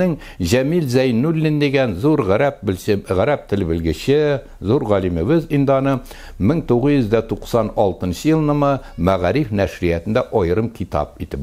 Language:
Tatar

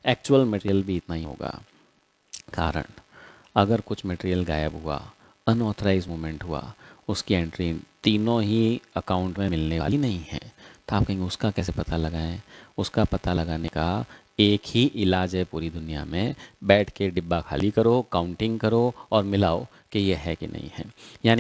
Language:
Hindi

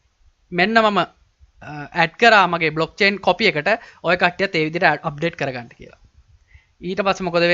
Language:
Sinhala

